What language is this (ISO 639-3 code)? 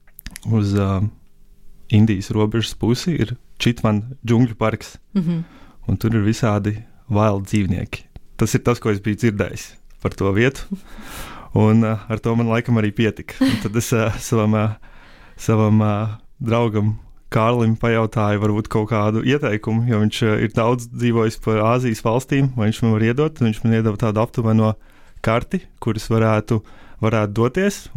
lav